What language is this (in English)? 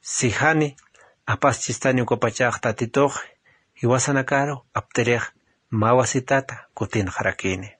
Aymara